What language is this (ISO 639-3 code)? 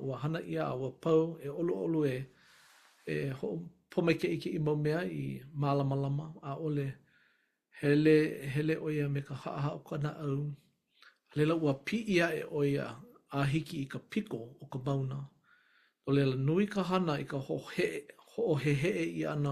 haw